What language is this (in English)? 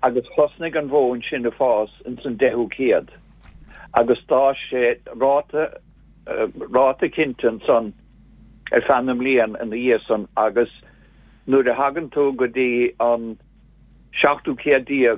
Irish